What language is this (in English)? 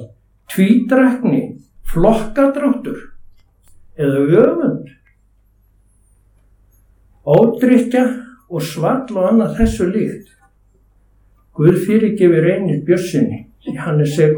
Icelandic